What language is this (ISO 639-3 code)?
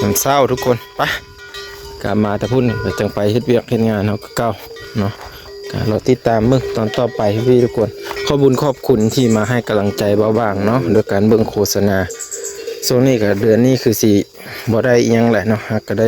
lao